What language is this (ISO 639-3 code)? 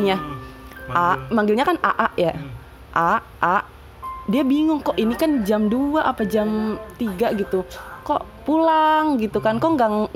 ind